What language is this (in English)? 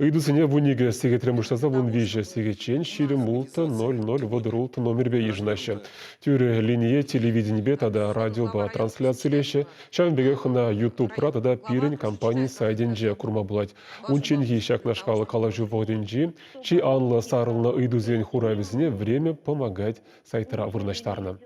Chuvash